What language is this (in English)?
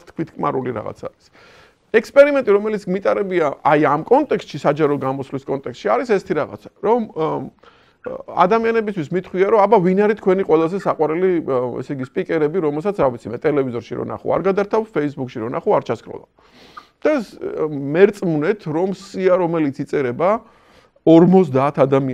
Georgian